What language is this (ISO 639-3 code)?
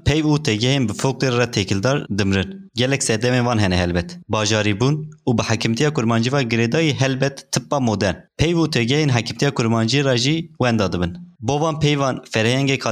kur